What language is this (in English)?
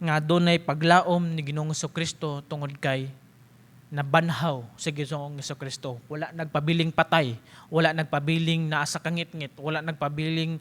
Cebuano